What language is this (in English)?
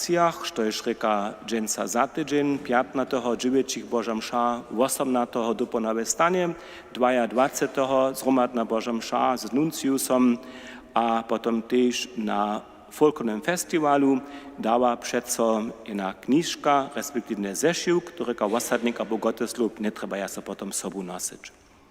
Upper Sorbian